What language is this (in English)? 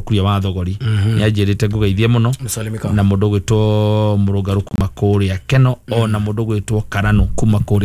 Kikuyu